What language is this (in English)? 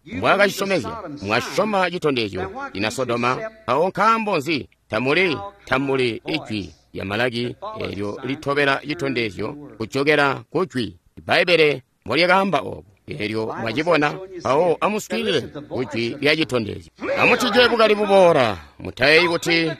Tonga (Zambia)